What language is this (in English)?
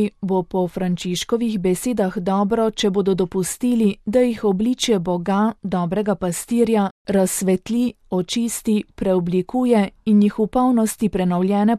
Slovenian